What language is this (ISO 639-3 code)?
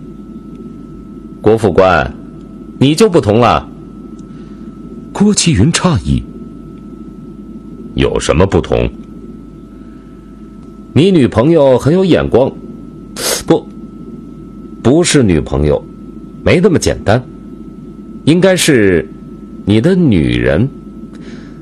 zho